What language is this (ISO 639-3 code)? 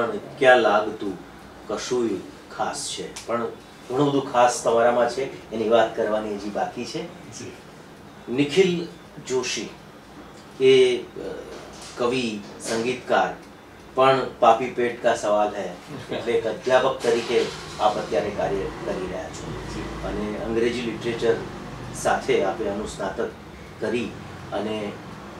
guj